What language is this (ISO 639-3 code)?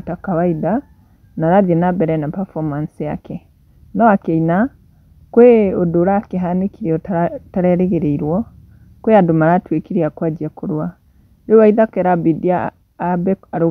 kik